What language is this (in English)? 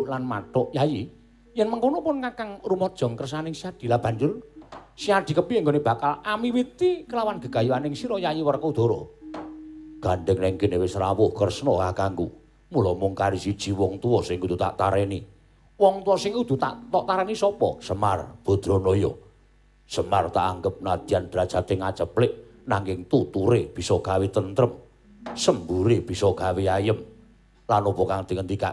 Javanese